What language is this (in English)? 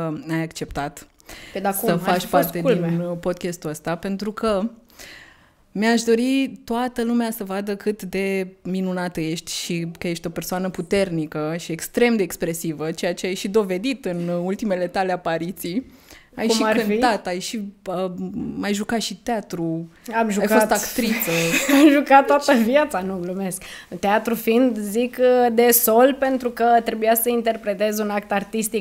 Romanian